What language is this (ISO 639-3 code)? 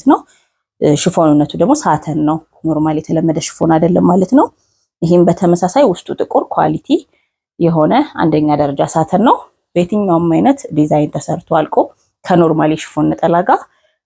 amh